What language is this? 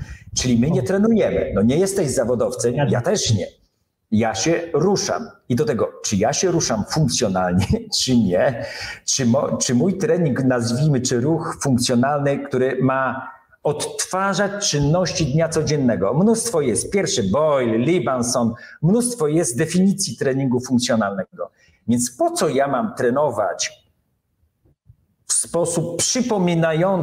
Polish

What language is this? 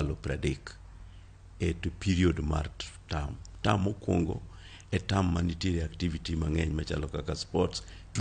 Luo (Kenya and Tanzania)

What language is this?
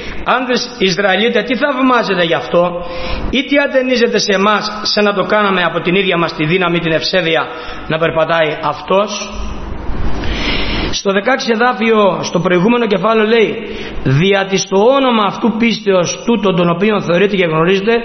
Greek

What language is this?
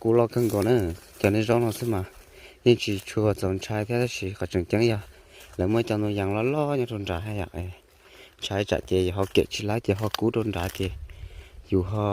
Hmong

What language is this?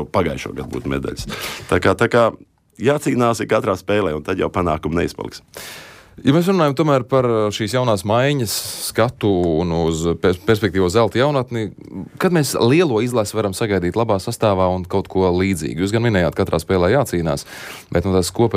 Latvian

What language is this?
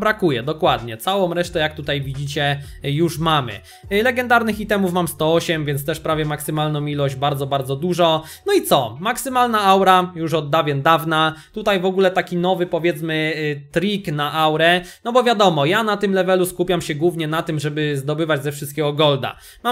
Polish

